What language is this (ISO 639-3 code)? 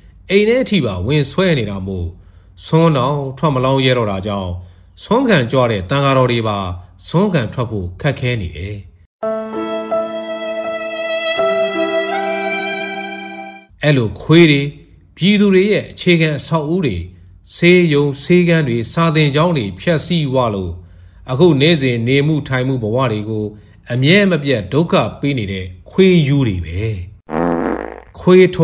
mya